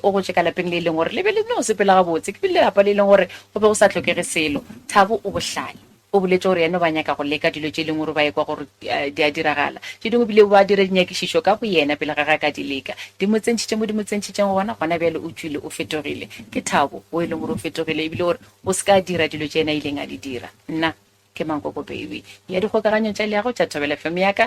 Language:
Northern Sotho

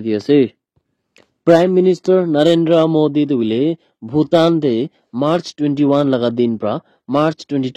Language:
Naga Pidgin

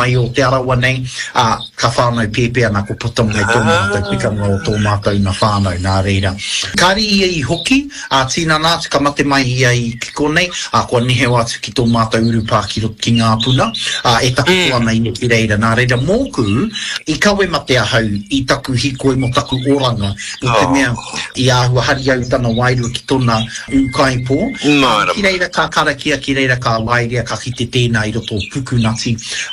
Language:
Māori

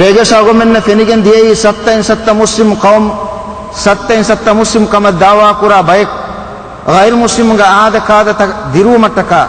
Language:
Divehi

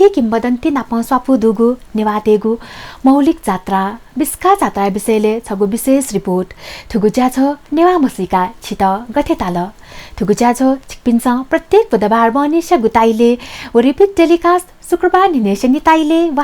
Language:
Newari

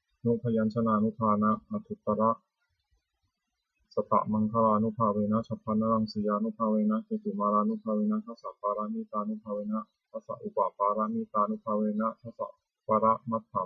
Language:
Pali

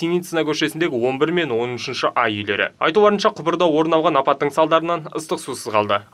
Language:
Kazakh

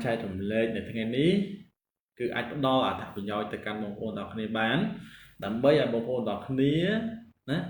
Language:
Khmer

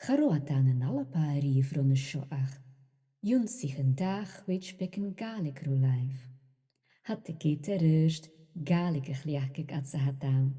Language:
Scottish Gaelic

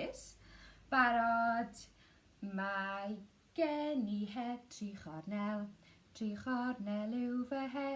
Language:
Welsh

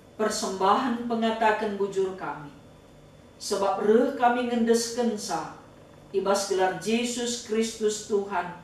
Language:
Batak Karo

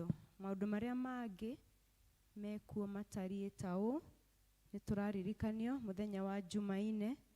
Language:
Kikuyu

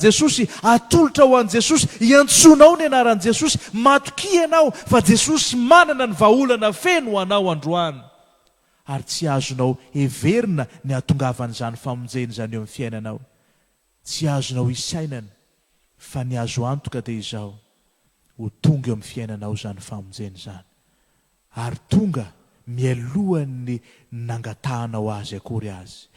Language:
Malagasy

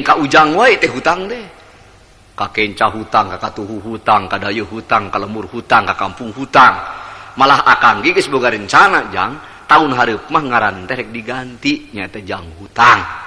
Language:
Sundanese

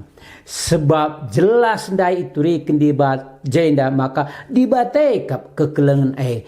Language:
Batak Karo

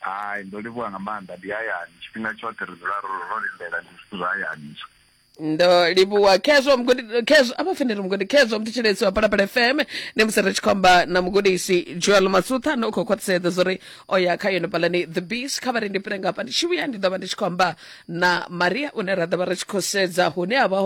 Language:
Venda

